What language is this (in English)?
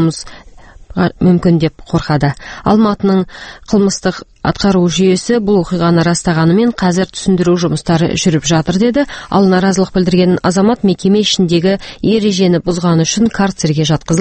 Kazakh